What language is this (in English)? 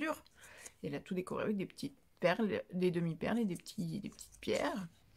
French